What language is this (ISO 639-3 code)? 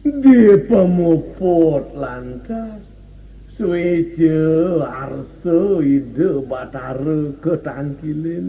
ban